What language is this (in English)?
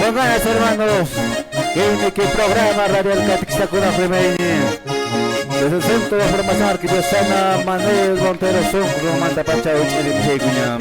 Quechua